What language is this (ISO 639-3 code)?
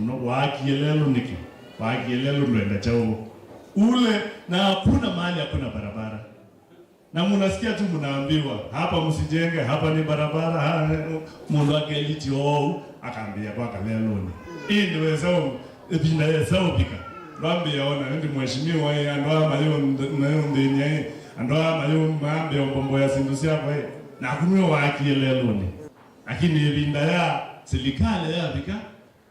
kam